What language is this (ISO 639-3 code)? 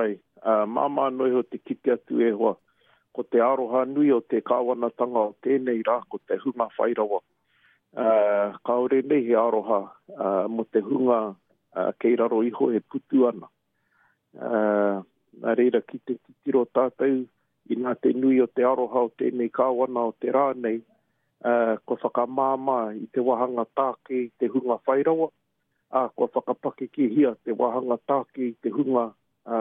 mri